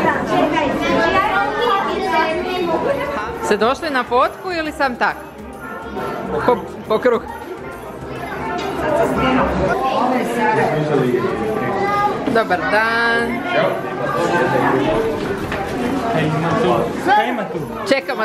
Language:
Croatian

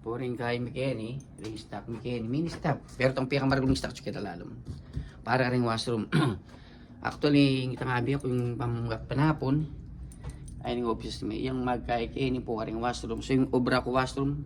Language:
Pampanga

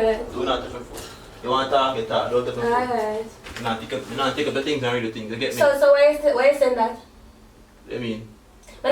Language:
Jamaican Creole English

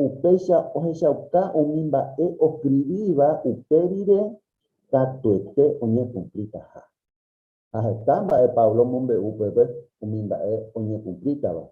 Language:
Guarani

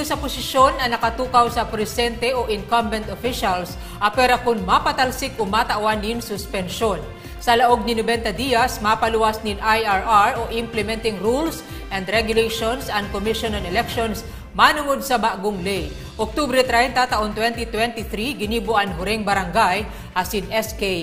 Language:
Bikol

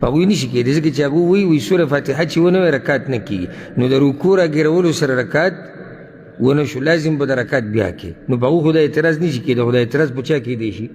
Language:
Pashto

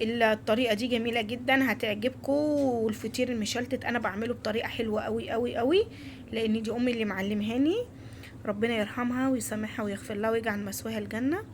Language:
Egyptian Arabic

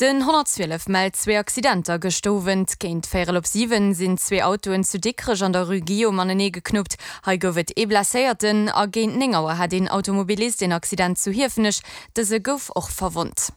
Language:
Luxembourgish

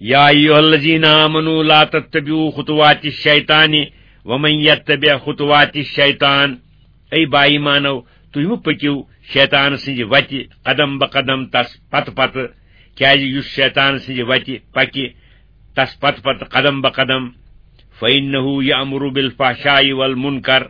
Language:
Kashmiri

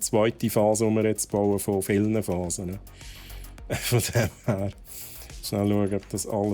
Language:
Swiss German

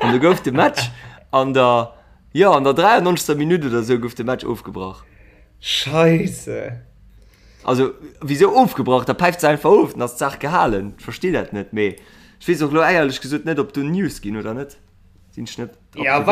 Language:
Luxembourgish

